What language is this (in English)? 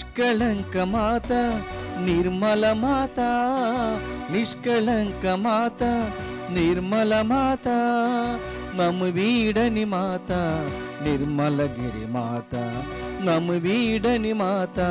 Telugu